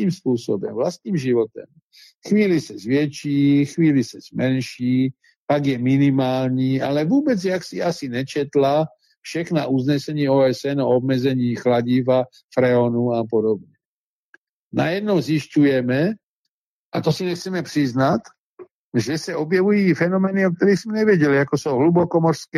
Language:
Czech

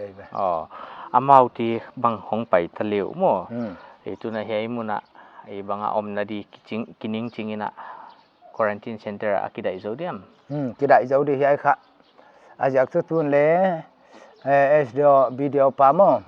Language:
Paite Chin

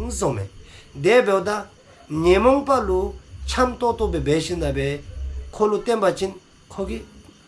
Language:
Dzongkha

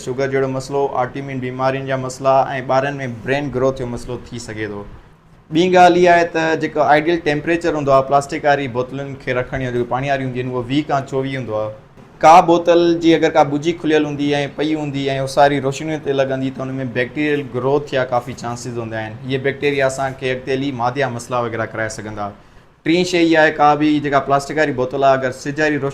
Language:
Sindhi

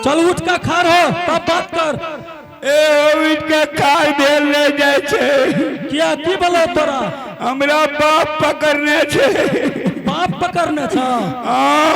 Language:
Angika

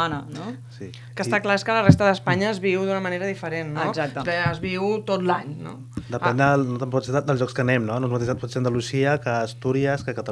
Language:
Catalan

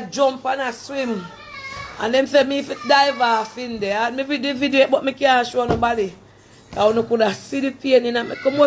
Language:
Jamaican Creole English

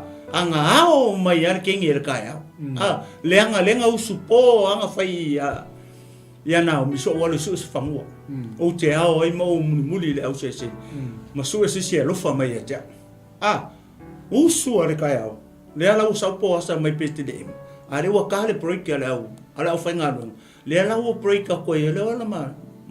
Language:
Samoan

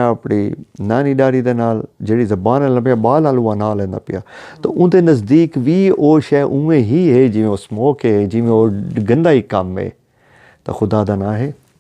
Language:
Saraiki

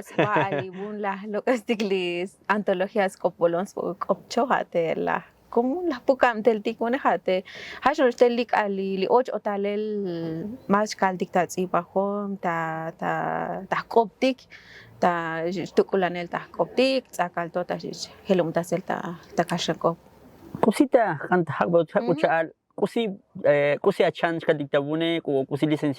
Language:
Tzotzil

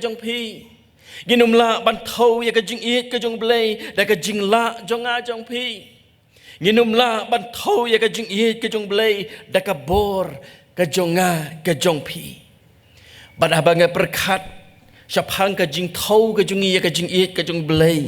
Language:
Khasi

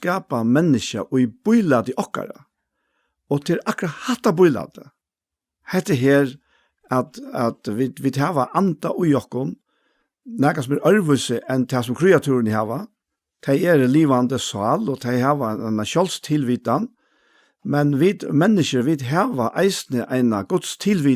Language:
Faroese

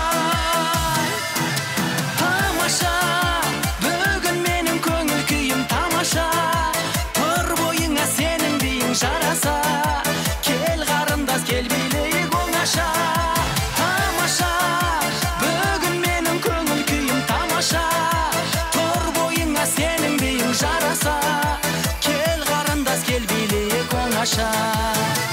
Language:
Kazakh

